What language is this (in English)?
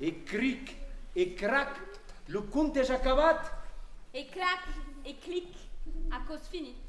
Occitan